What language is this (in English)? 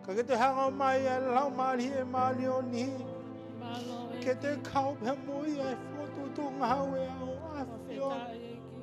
Tongan